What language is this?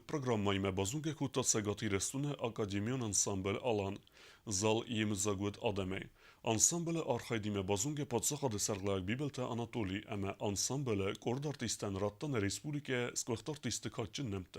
Ossetic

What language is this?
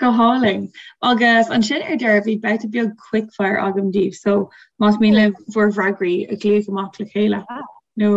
Irish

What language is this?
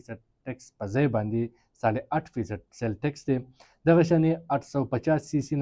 Pashto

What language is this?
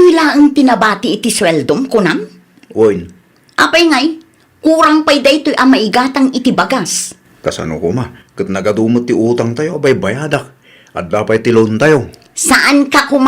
Iloko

